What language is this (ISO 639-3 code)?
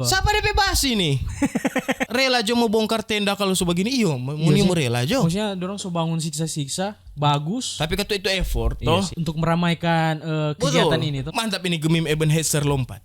xmm